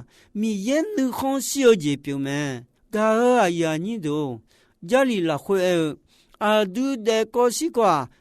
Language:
Akha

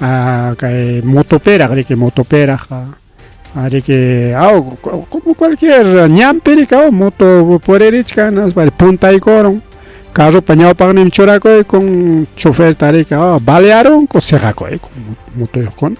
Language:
Ayacucho Quechua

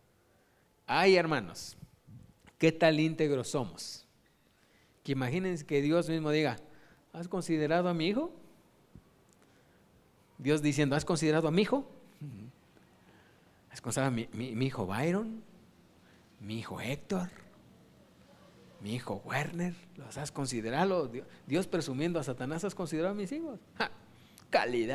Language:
Spanish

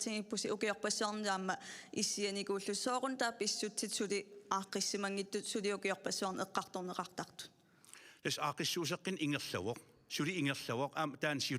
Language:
Kalaallisut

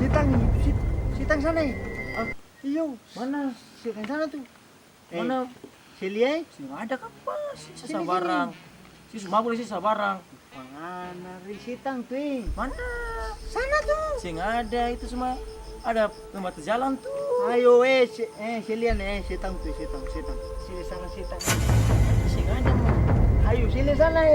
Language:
Ambonese Malay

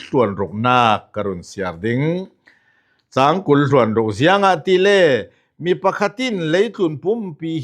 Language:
Falam Chin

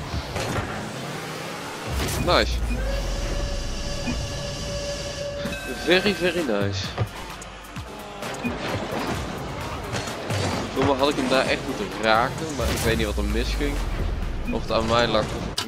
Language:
Dutch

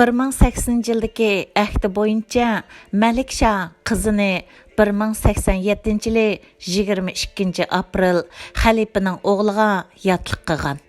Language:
Uyghur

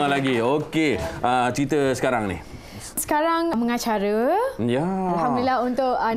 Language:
Malay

